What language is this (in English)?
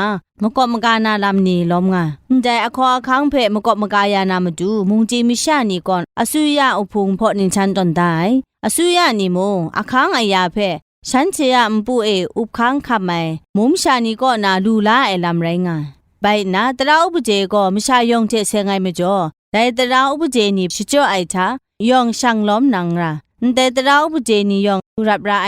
Kachin